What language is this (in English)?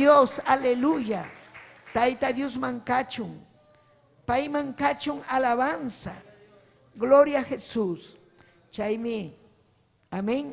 Ayacucho Quechua